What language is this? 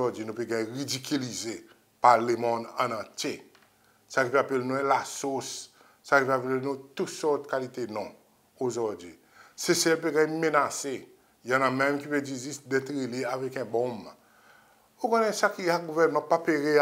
Seselwa Creole French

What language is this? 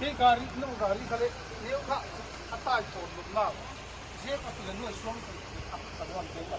Paite Chin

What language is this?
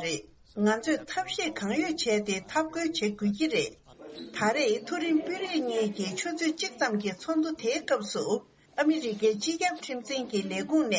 Tibetan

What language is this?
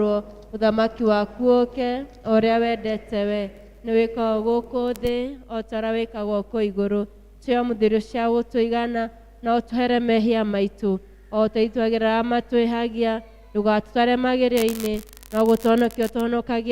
Kikuyu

